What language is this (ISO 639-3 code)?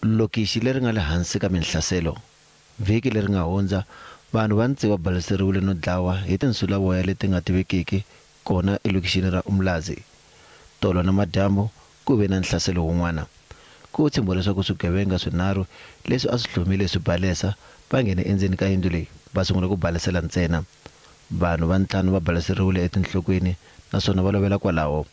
tso